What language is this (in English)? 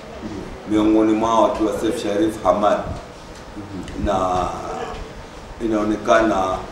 Swahili